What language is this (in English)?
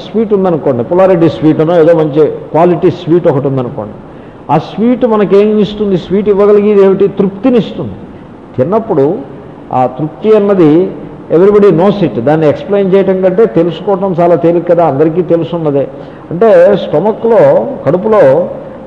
Telugu